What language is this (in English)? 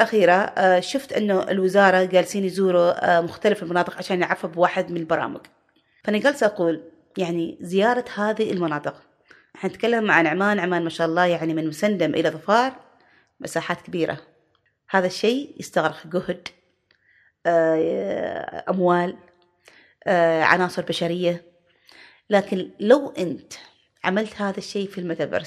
Gulf Arabic